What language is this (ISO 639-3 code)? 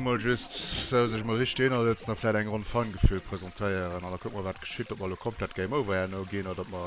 ltz